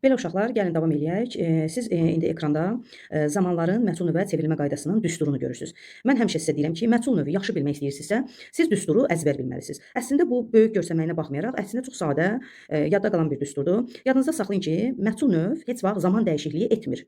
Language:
Azerbaijani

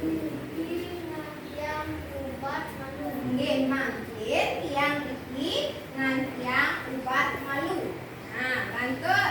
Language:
Balinese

